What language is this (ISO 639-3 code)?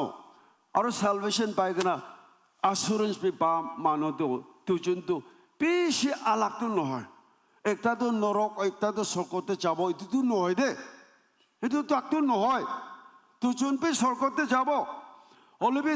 nag